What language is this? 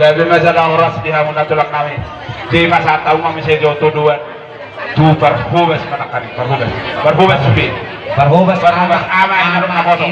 Batak Toba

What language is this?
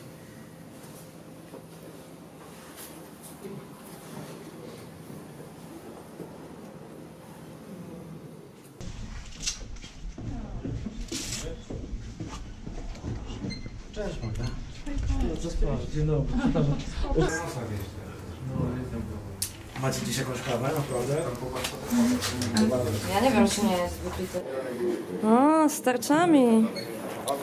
Polish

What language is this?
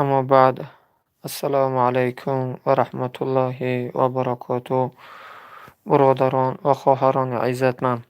Tajik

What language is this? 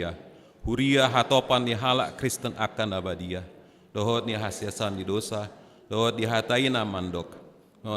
Batak Toba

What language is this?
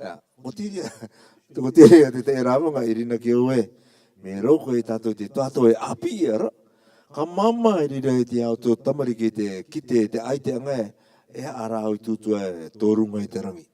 Rarotongan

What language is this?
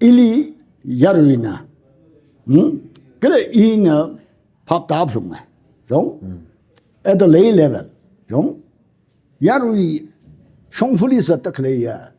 Tangkhul Naga (India)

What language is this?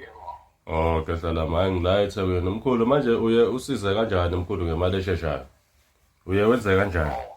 Zulu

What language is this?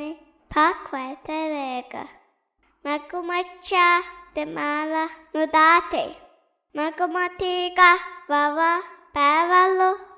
Divehi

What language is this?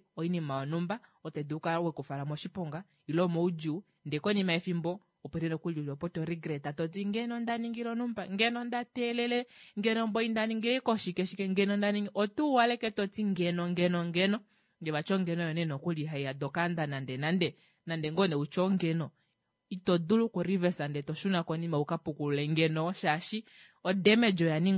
Kuanyama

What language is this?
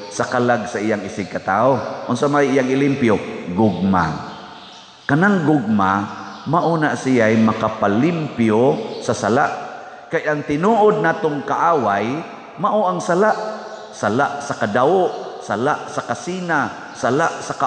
Cebuano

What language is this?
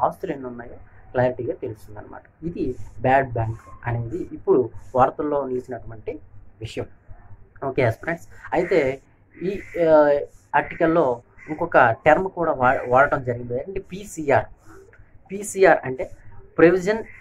Telugu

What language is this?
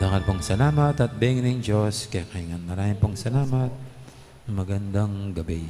Pampanga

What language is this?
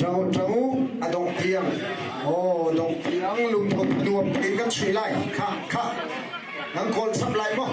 Hakha Chin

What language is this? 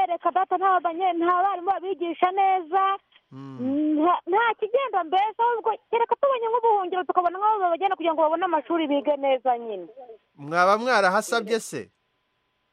Kinyarwanda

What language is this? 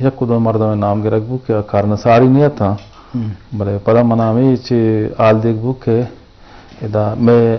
Eastern Balochi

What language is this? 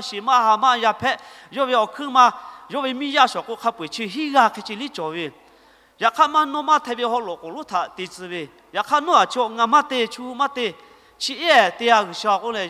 Lahu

